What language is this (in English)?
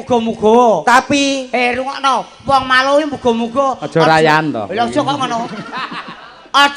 Javanese